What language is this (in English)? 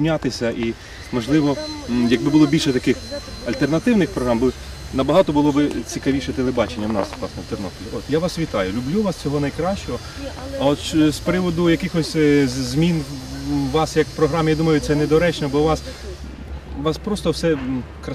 Ukrainian